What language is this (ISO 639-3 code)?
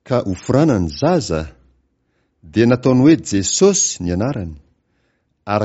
mlg